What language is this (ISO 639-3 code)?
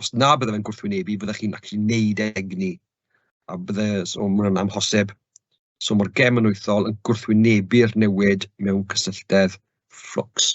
cym